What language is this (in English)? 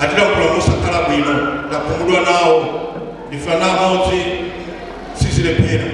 Nyanja